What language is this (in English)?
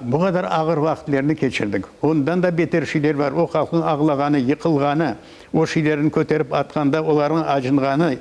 Crimean Tatar